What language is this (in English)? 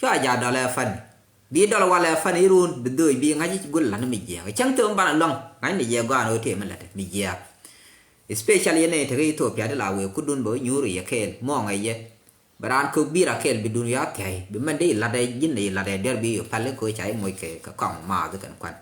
Nuer